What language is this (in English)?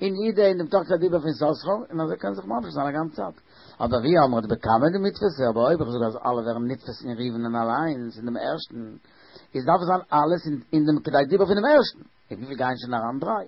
Yiddish